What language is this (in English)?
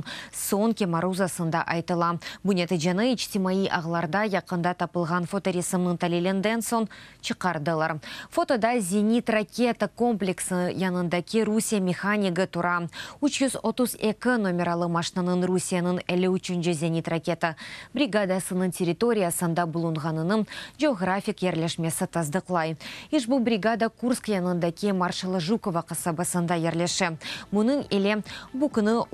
Crimean Tatar